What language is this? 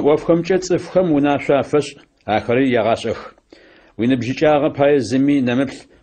Adyghe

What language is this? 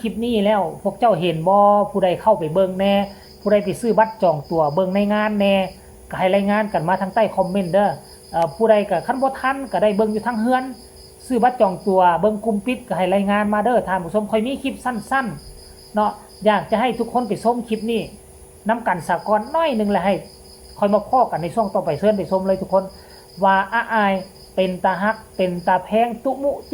Northeastern Thai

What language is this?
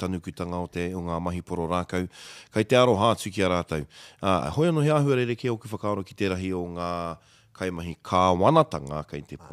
Māori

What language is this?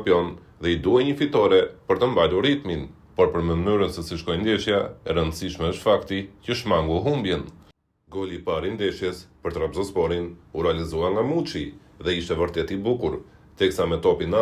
Albanian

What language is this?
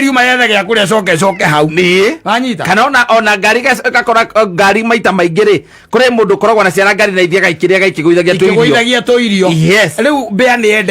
Kikuyu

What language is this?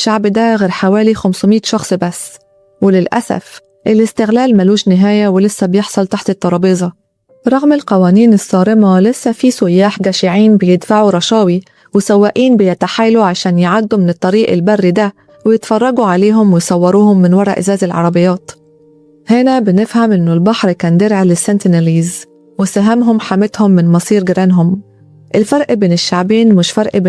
Egyptian Arabic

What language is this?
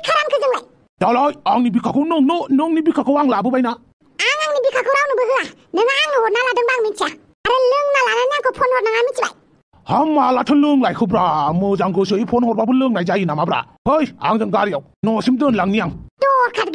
Bodo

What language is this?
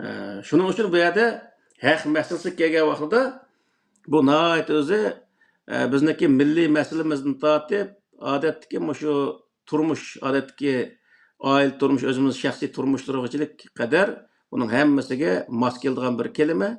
Uyghur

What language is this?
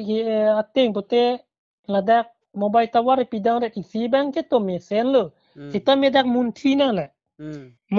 Karbi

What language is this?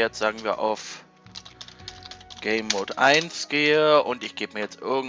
German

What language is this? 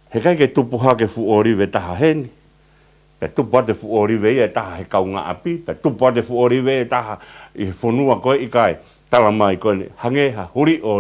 Tongan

